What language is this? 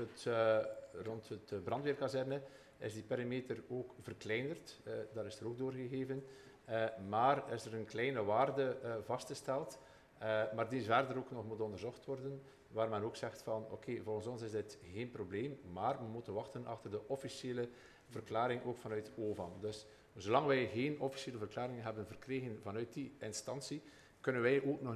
Dutch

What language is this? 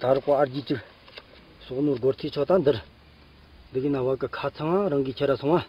Tibetan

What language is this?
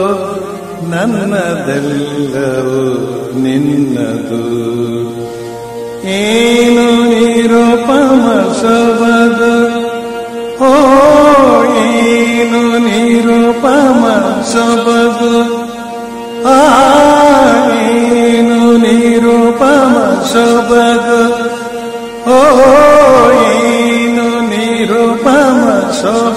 Kannada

